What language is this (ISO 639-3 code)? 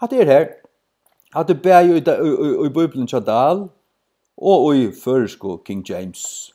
fao